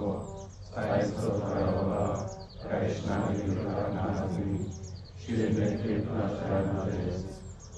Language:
Upper Sorbian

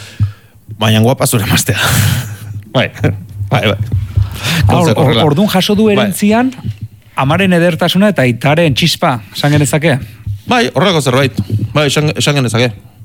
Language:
Basque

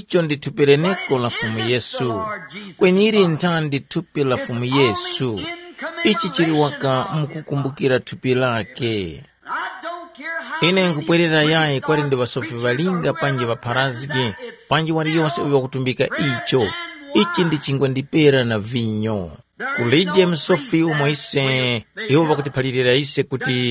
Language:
Tumbuka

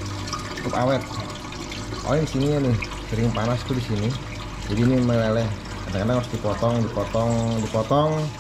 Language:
Indonesian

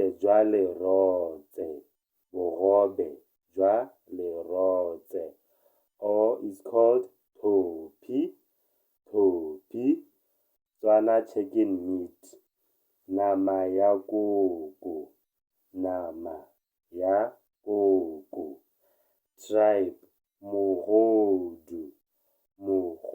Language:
Tswana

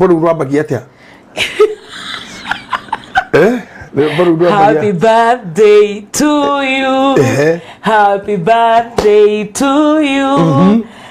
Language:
Kikuyu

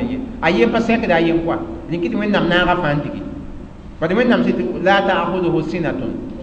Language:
Mossi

